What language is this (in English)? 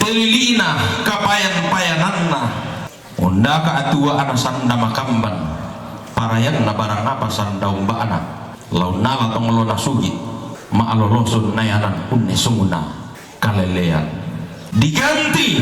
Toraja-Sa'dan